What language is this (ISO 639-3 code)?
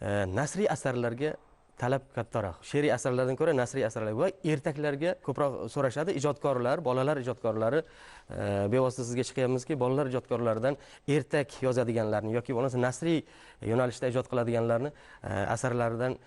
uzb